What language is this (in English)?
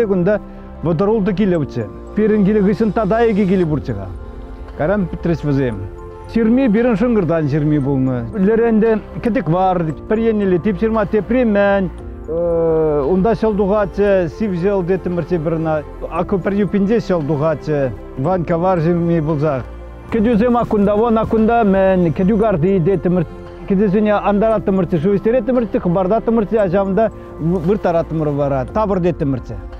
Chuvash